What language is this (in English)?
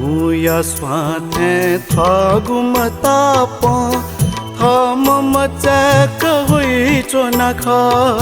Newari